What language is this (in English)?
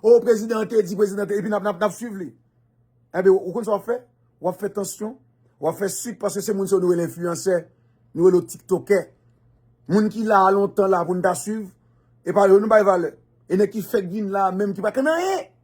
Haitian Creole